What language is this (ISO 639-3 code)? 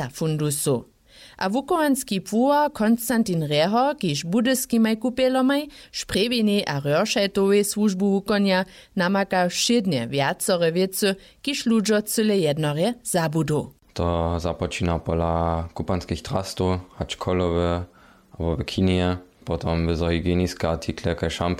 hsb